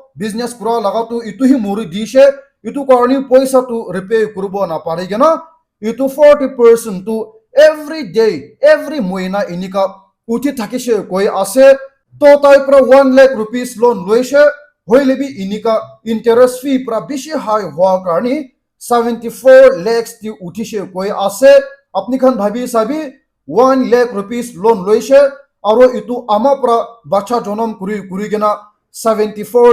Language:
Naga Pidgin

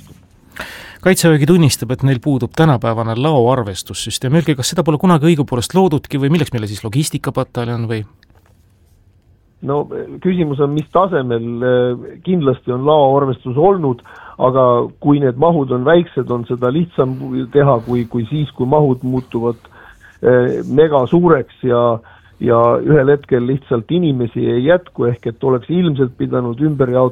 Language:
Estonian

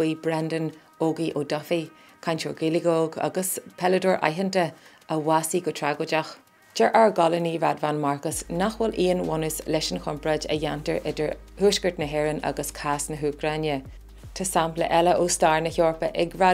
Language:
Irish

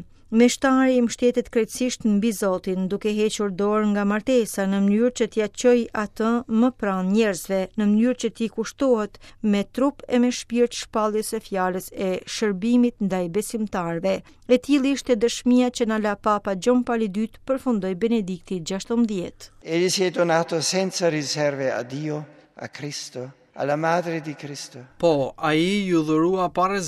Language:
Albanian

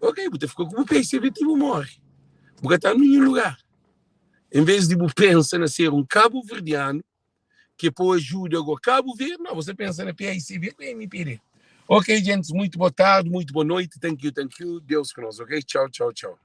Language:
Kabuverdianu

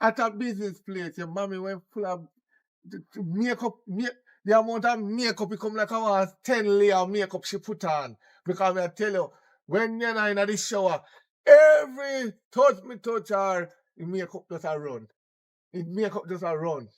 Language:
Jamaican Creole English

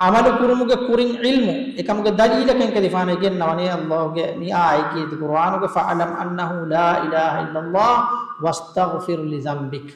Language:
Divehi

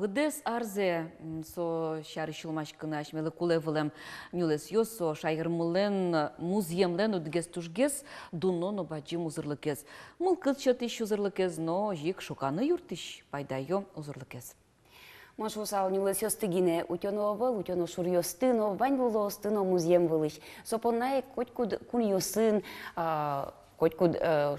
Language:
Udmurt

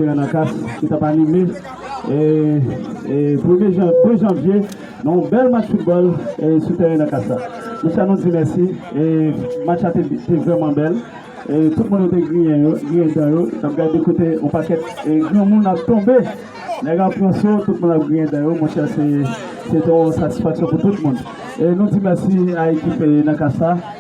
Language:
Haitian Creole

